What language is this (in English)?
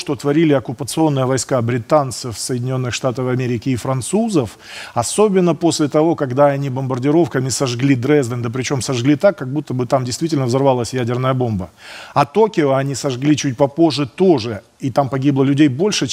Russian